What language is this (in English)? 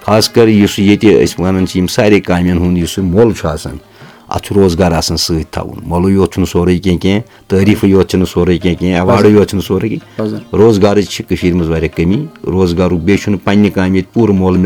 Kashmiri